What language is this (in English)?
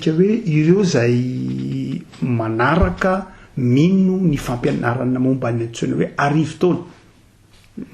Malagasy